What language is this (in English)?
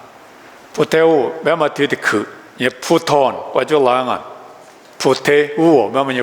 Lisu